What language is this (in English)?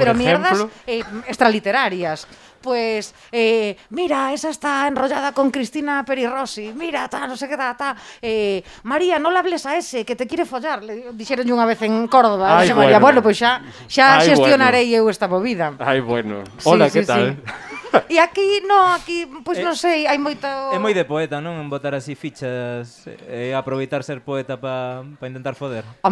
Galician